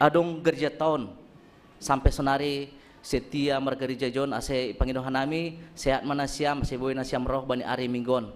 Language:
Batak Simalungun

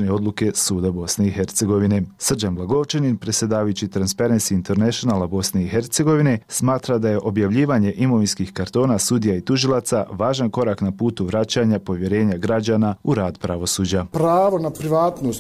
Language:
Bosnian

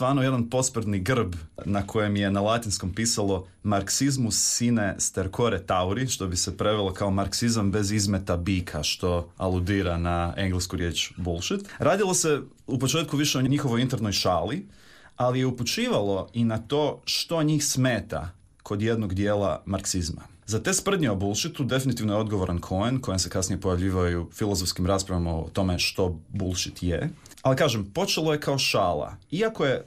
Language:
Croatian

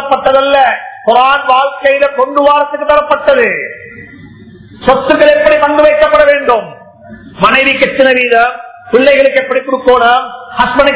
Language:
Tamil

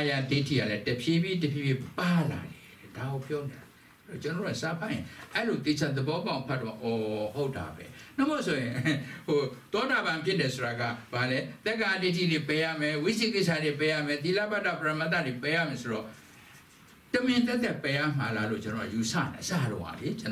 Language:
Burmese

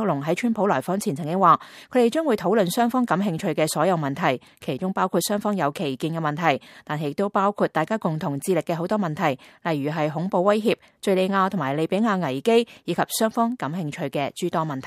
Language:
Cantonese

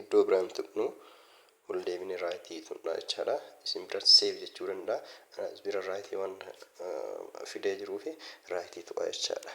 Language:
Oromo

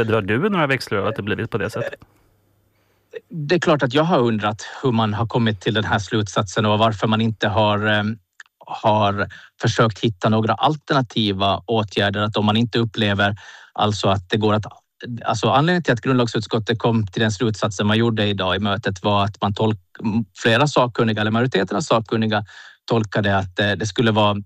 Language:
Swedish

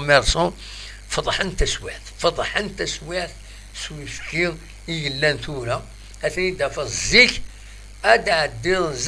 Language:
Kabyle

